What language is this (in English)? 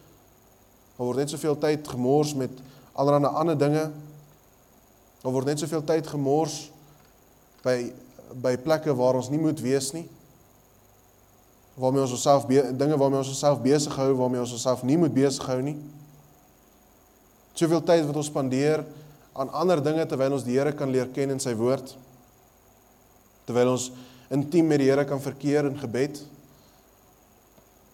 Afrikaans